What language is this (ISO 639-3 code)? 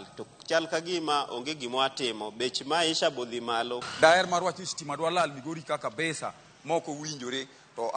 luo